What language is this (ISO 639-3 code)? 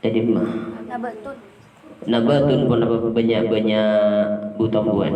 mad